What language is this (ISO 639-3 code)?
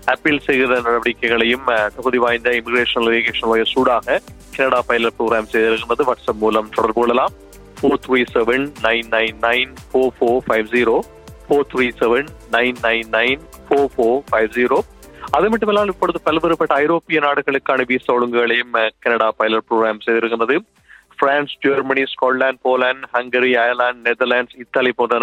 tam